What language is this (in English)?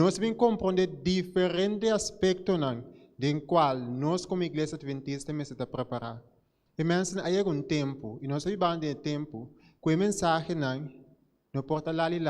Papiamento